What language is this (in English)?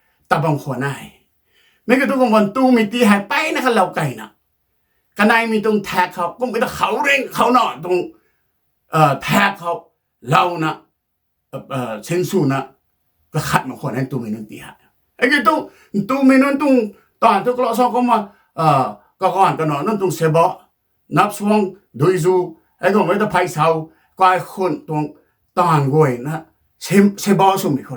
Rongmei Naga